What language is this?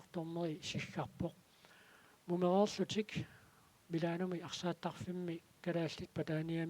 Kalaallisut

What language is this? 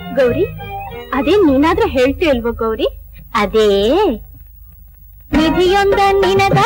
Kannada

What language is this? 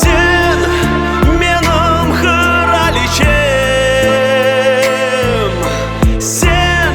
Crimean Tatar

